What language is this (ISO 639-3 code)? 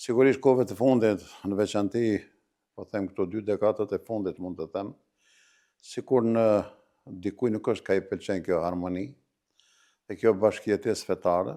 sqi